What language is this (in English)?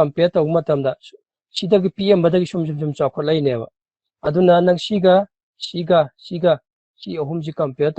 Manipuri